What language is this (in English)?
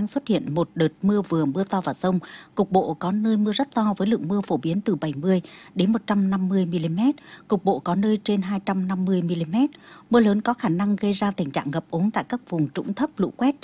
Vietnamese